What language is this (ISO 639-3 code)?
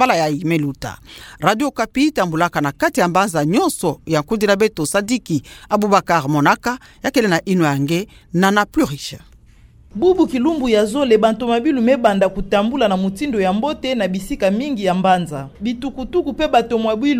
ktu